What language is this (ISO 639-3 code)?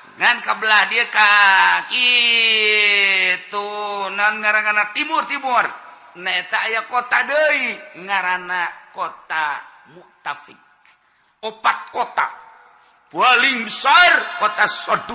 sun